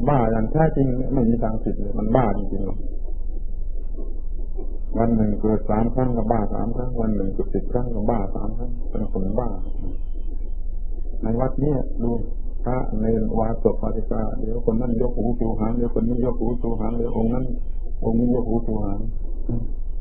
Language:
Thai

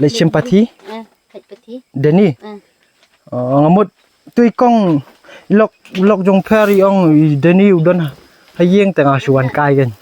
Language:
Khasi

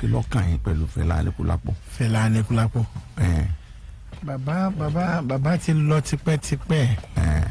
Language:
Yoruba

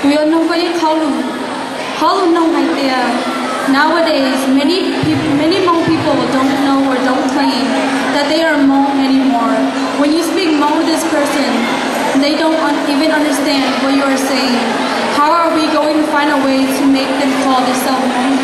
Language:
Hmong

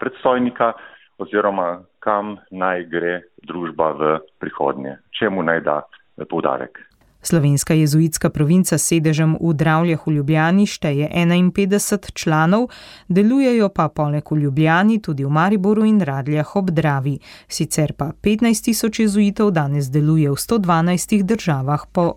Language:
Slovenian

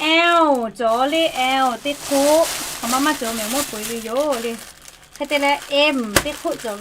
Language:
Lahu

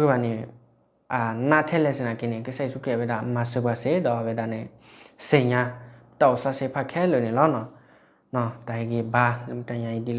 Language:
S'gaw Karen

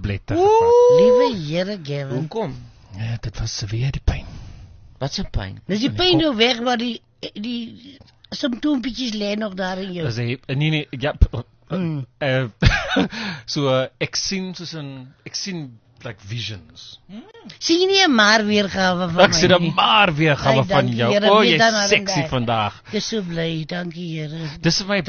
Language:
Afrikaans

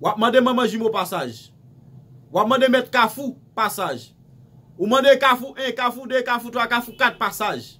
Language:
Haitian Creole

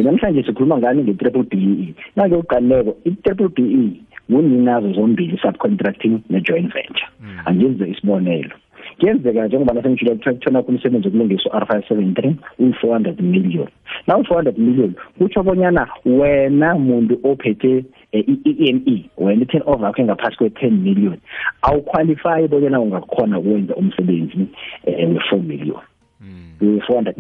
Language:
South Ndebele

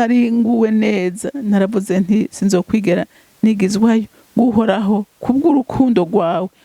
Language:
Rundi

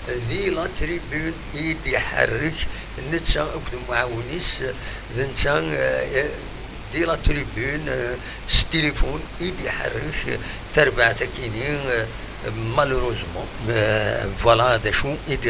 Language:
Kabyle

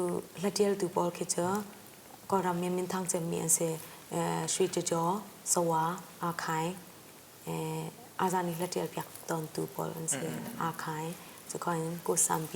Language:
Hakha Chin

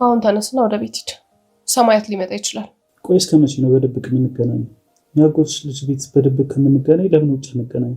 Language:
Amharic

